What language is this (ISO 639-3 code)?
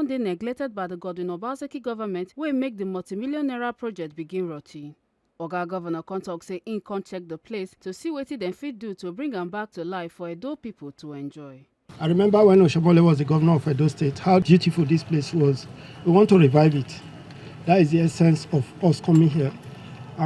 pcm